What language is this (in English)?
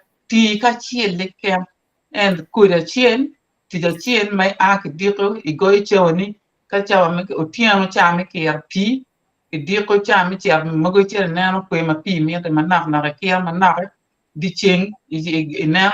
Acoli